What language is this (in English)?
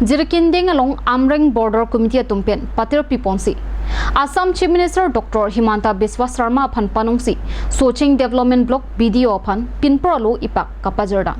Karbi